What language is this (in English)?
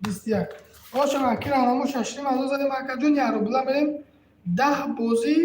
Tajik